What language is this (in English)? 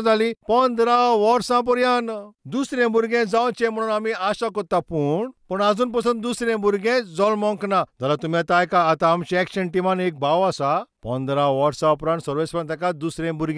Konkani